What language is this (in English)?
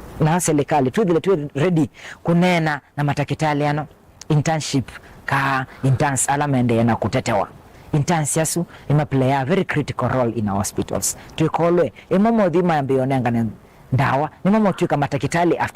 Kamba